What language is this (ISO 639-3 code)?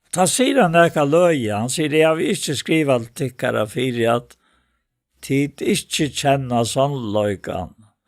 fao